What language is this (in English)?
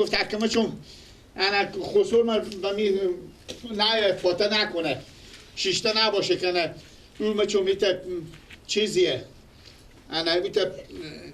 Persian